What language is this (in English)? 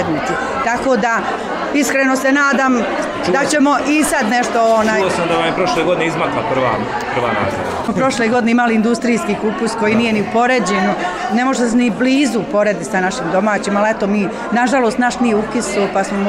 Bosnian